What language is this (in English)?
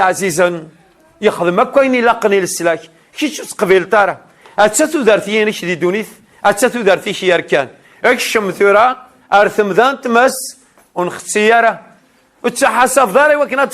Kabyle